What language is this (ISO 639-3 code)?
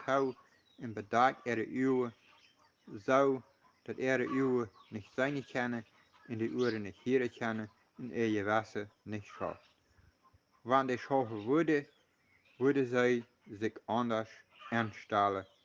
pdt